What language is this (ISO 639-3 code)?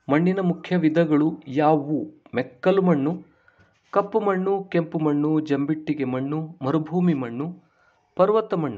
kan